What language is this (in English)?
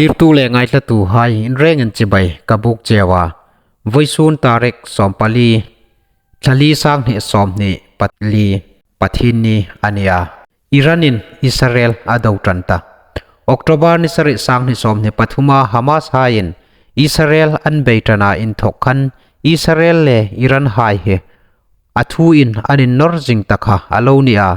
Hmar